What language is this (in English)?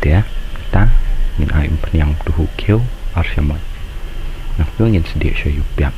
Khasi